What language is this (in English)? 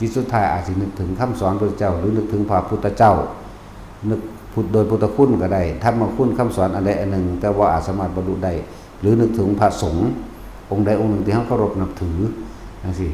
Lao